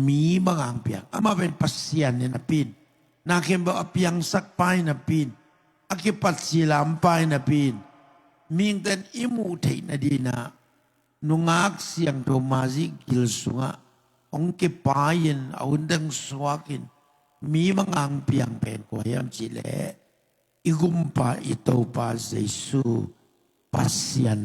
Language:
Tedim Chin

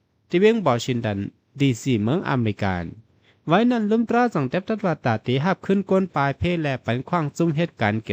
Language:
Shan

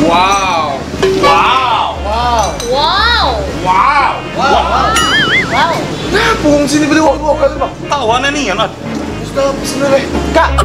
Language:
Musi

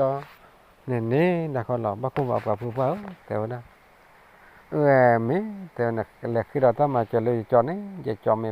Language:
S'gaw Karen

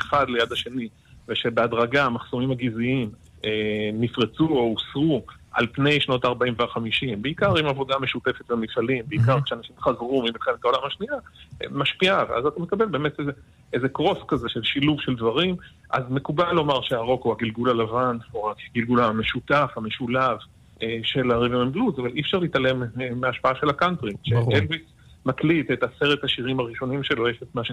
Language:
Hebrew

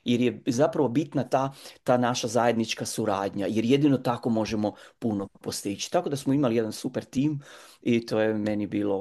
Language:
Croatian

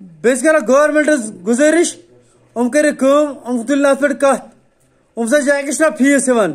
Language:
Kashmiri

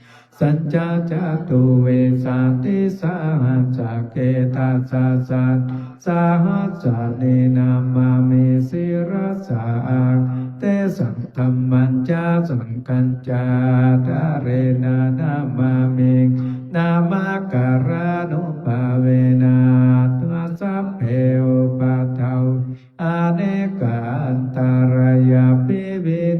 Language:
Pali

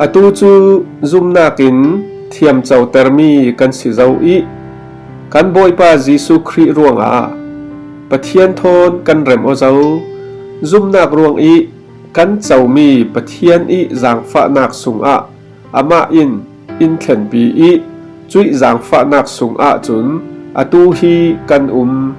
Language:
Falam Chin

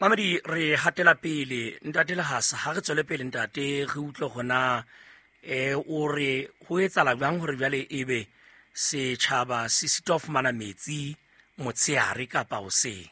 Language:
Southern Sotho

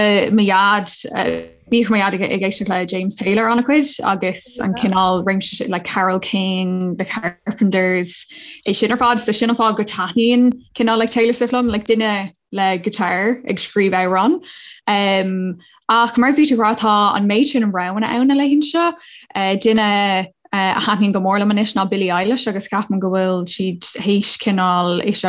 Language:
Irish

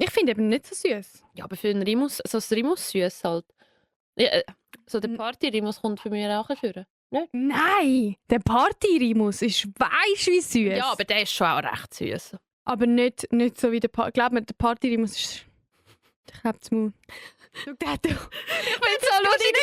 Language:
Swiss German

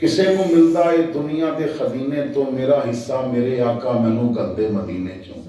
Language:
Western Panjabi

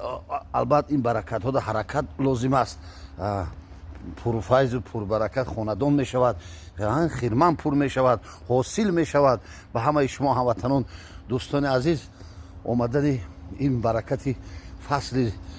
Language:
Tajik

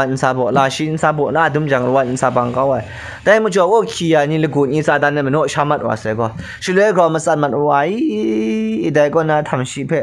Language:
Kachin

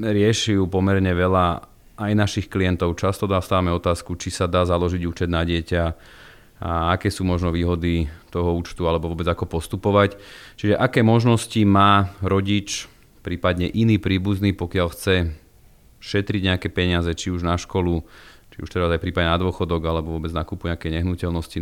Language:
Slovak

